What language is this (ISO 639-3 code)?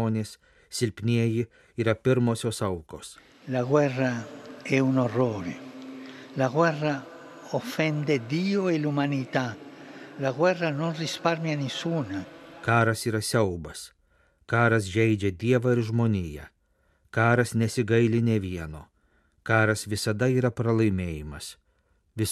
lit